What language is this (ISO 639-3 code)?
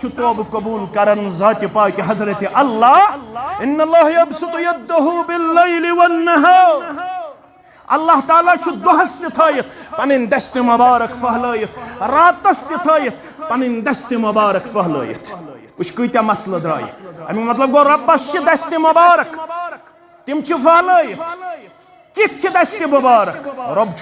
kas